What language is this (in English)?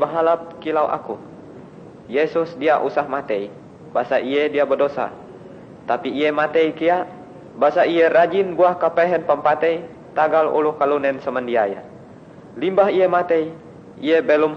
Ngaju